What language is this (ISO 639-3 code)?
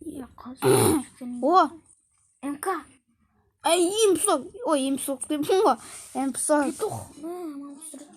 kaz